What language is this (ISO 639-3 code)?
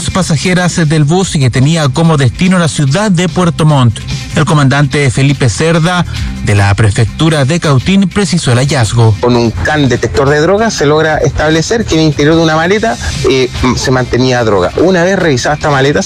spa